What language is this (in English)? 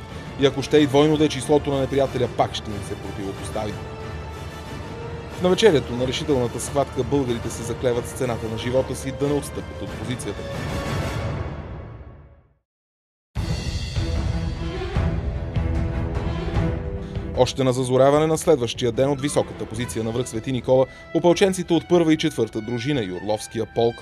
Bulgarian